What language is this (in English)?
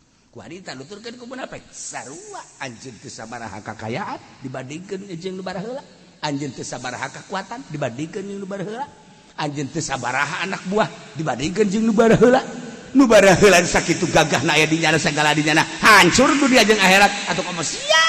Sundanese